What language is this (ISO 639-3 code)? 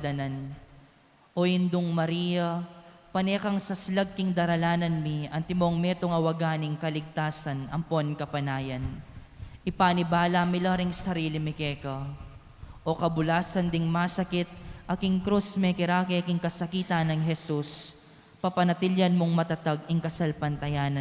pam